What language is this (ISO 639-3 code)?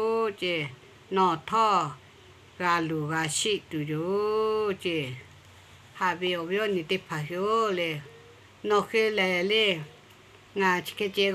lhu